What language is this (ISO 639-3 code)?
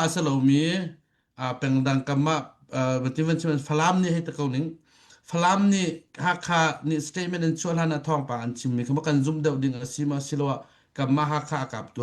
cnh